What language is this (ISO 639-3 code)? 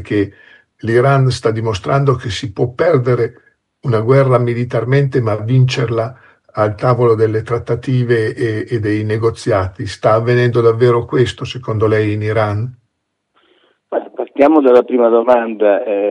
ita